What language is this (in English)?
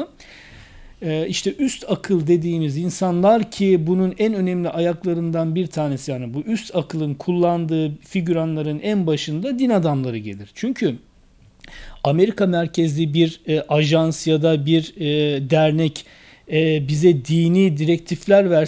Turkish